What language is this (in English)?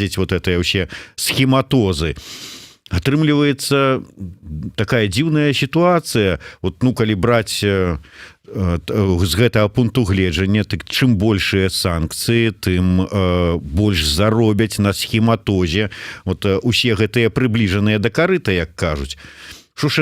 Belarusian